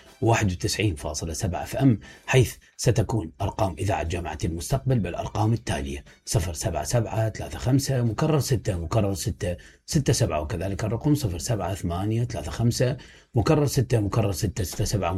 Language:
Mesopotamian Arabic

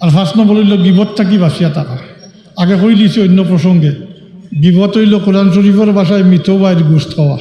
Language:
Sylheti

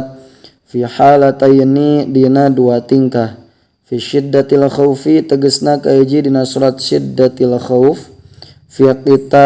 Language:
Sundanese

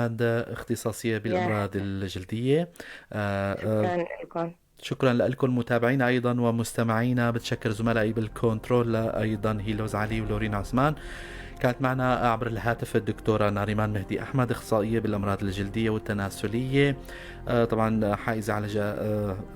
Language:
North Levantine Arabic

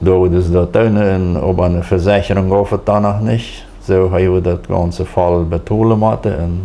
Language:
Plautdietsch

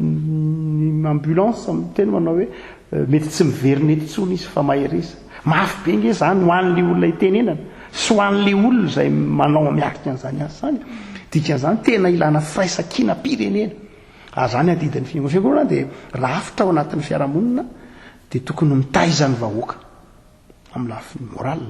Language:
Malagasy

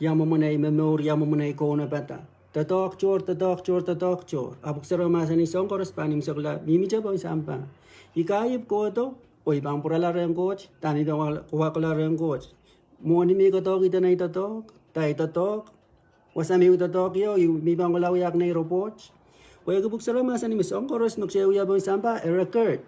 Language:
Pohnpeian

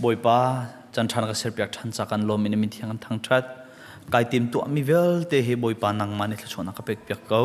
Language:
Hakha Chin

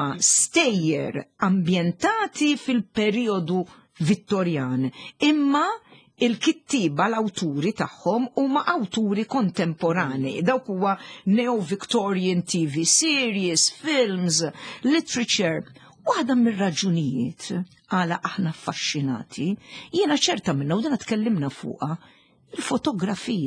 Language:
Maltese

